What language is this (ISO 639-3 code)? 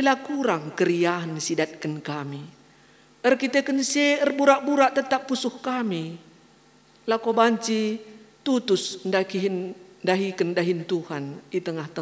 btx